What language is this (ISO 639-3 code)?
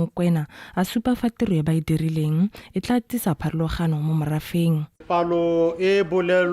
tsn